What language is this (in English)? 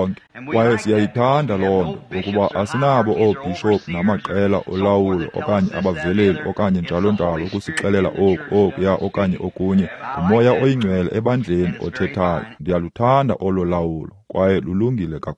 Xhosa